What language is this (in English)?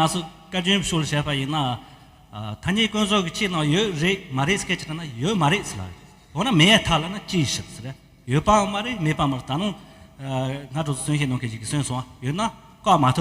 Tibetan